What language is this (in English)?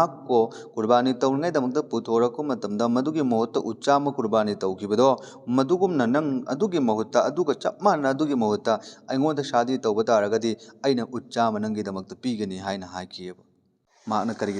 Manipuri